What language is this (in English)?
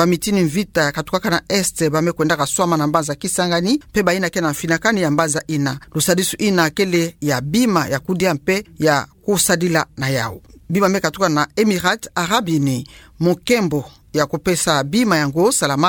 Kituba (Democratic Republic of Congo)